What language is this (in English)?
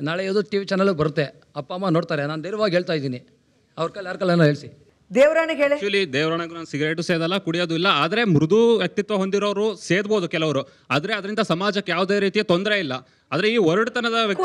Kannada